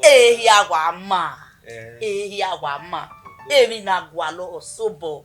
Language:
Bini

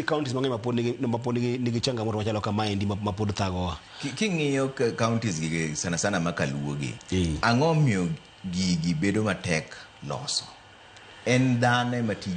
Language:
Luo (Kenya and Tanzania)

